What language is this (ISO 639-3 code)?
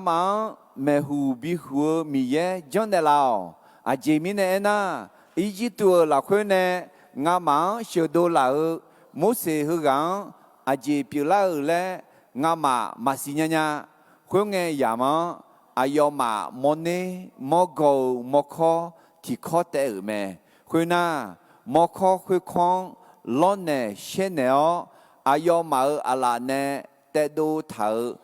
ahk